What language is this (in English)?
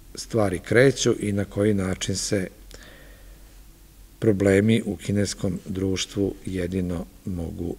Serbian